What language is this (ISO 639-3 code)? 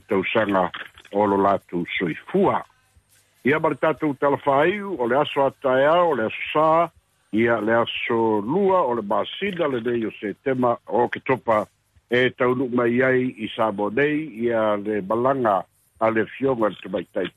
smo